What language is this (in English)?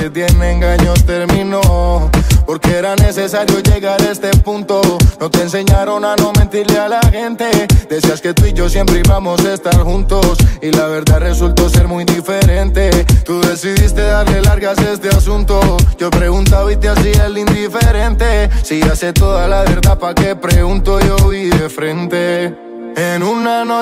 Spanish